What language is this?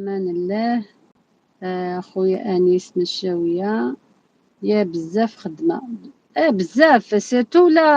Algerian Arabic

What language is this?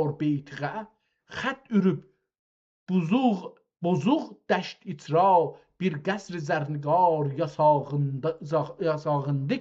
South Azerbaijani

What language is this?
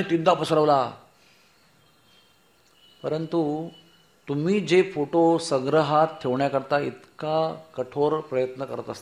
Marathi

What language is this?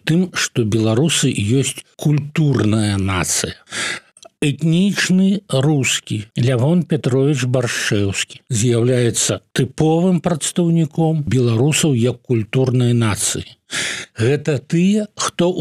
Belarusian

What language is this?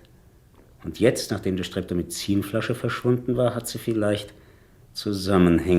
Swiss German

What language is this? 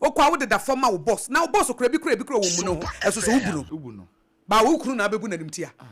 Akan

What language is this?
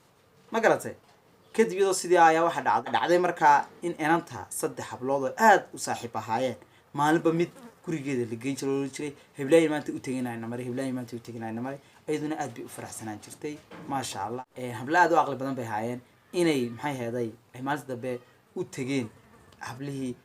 Somali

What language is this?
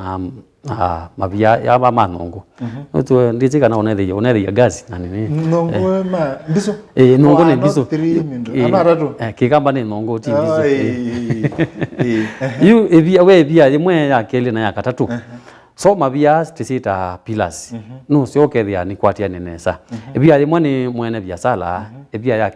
Kamba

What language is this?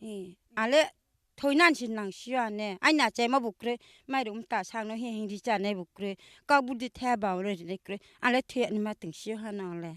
Kok Borok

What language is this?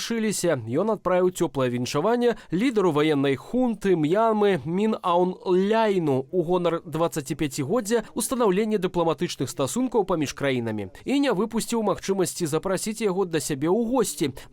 Belarusian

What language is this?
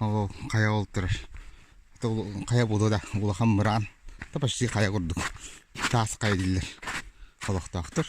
Yakut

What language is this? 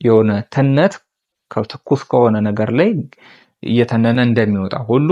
Amharic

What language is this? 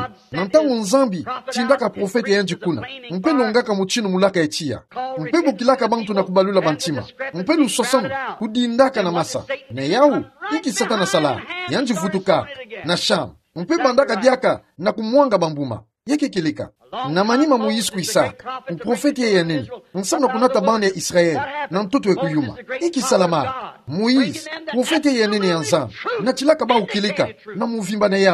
Kituba (Democratic Republic of Congo)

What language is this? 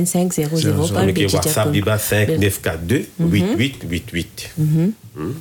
Bhojpuri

